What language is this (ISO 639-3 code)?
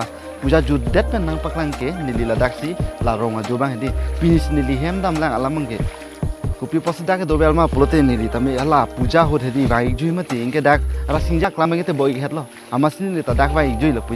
mjw